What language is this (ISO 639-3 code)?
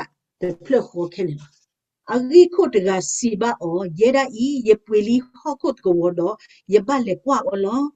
ksw